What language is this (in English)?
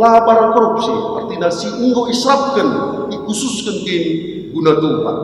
Batak Karo